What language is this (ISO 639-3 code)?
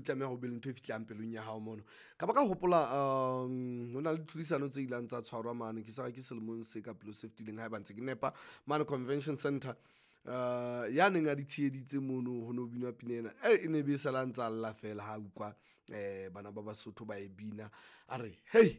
sot